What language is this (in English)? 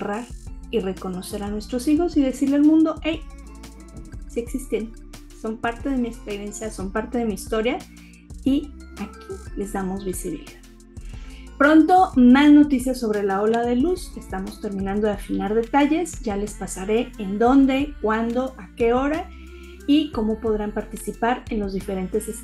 Spanish